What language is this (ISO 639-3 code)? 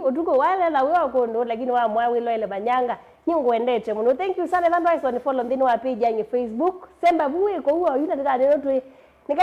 kam